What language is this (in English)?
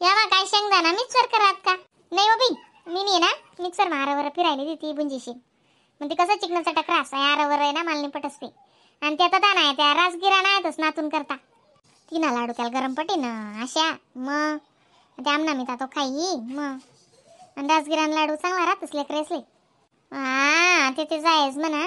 Khandesi